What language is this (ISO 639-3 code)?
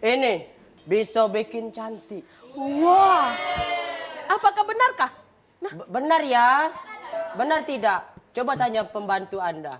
mui